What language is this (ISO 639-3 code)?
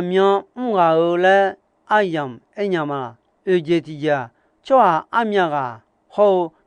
ahk